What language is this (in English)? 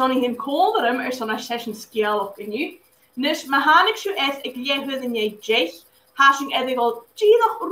Scottish Gaelic